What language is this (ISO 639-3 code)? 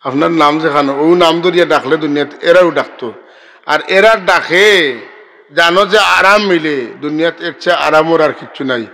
syl